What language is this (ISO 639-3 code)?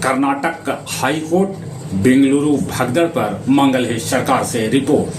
mag